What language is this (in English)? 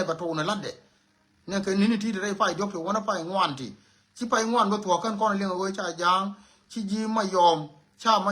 Nuer